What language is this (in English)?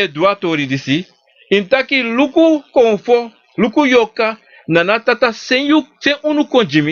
Sranan Tongo